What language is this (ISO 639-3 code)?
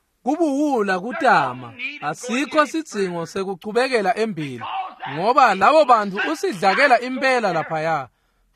ssw